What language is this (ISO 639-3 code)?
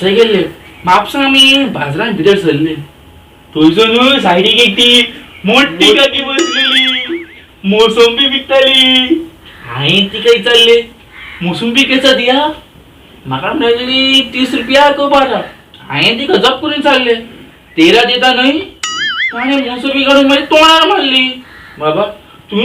kok